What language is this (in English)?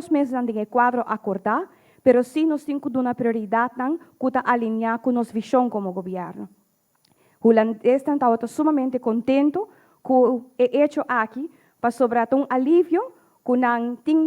Papiamento